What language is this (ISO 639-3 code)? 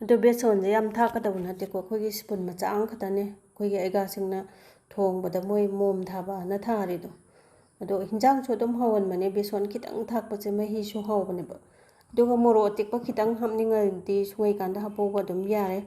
mni